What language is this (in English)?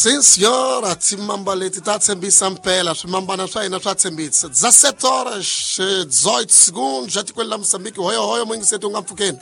Tsonga